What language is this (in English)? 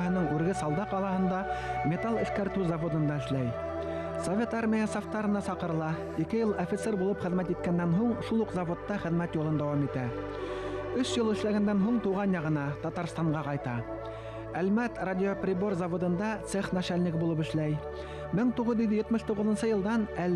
Bashkir